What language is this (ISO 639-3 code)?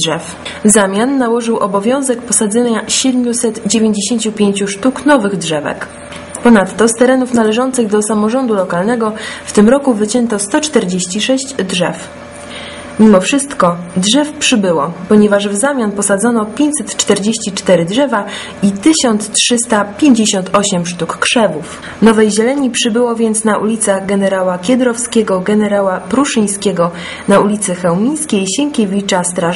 pol